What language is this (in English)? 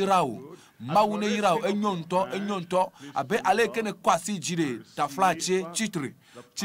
Ewe